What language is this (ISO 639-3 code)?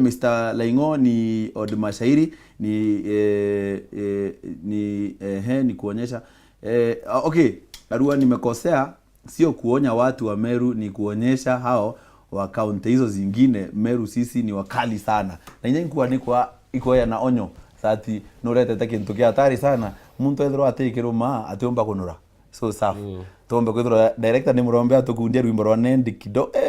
mer